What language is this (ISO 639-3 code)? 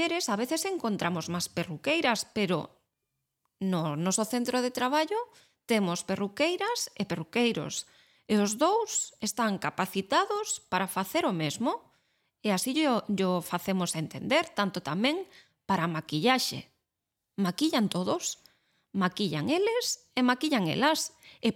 glg